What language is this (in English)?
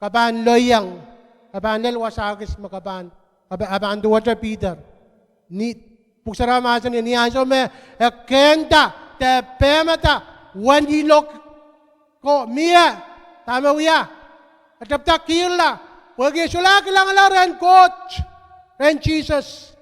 Pohnpeian